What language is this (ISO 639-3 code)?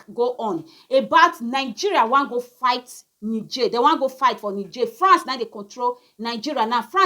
pcm